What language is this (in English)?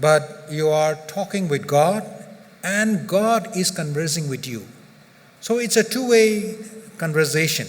Tangkhul Naga (India)